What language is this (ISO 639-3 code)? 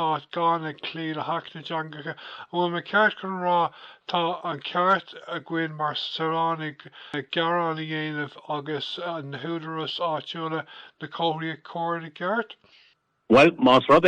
gle